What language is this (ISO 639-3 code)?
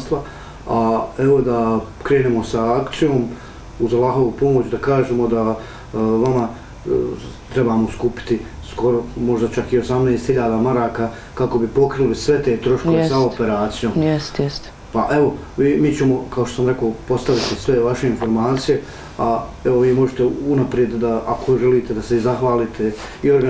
bos